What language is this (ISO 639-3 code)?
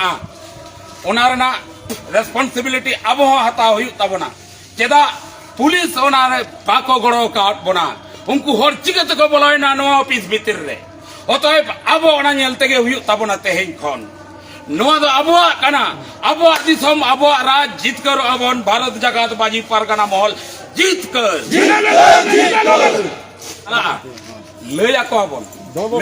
sat